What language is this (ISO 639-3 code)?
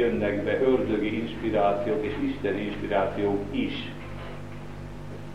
hun